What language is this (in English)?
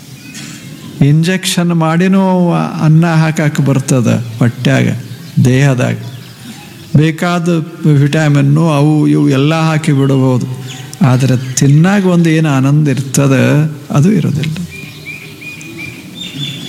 Kannada